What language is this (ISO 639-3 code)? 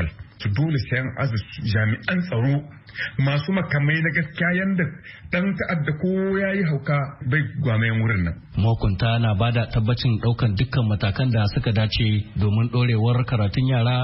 hau